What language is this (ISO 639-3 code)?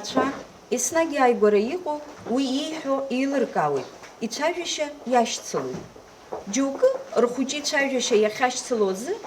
abk